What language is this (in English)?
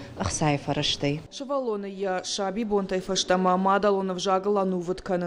Ossetic